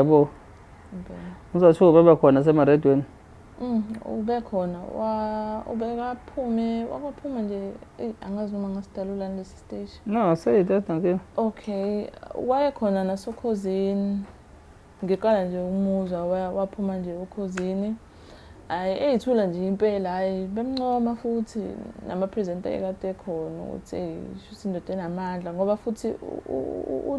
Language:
Zulu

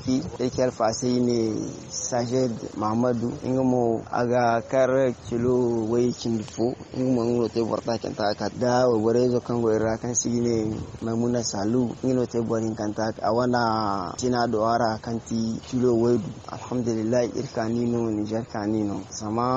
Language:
Zarma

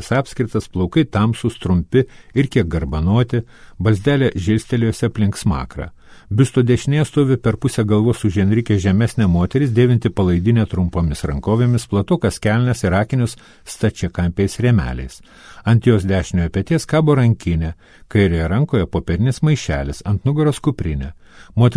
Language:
Lithuanian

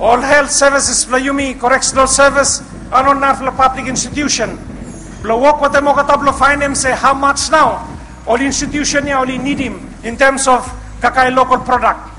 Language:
Bislama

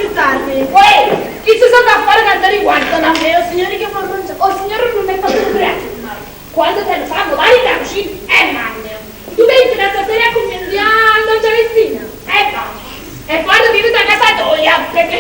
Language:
Neapolitan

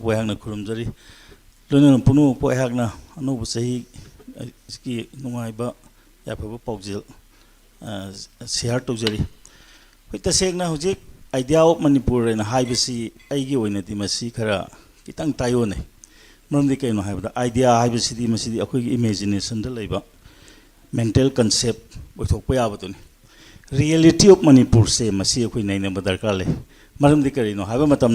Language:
Manipuri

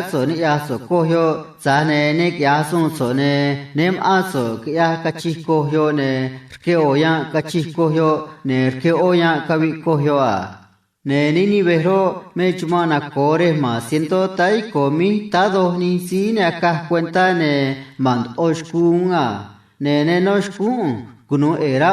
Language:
Copala Triqui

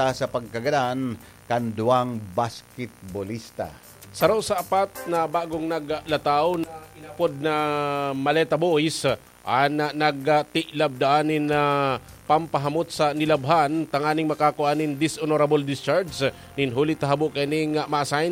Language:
Bikol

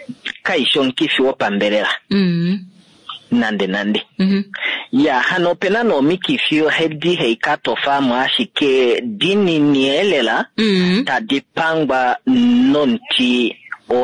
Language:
Kuanyama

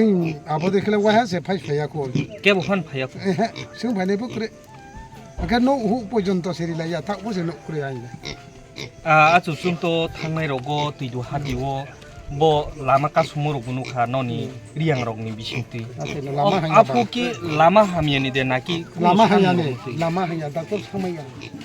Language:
Kok Borok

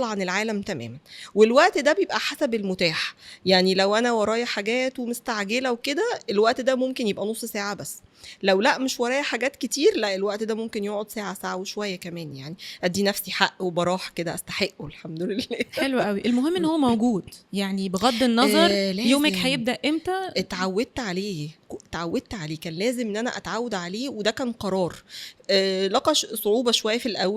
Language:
Egyptian Arabic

